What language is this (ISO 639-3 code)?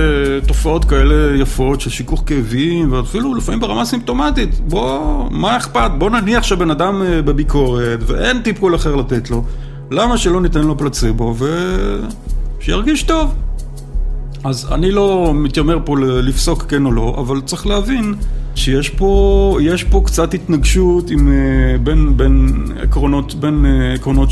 heb